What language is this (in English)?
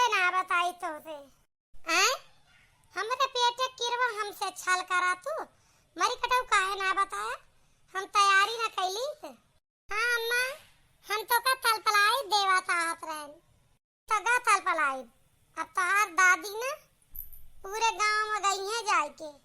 Awadhi